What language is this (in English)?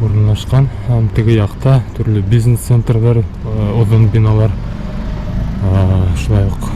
Bashkir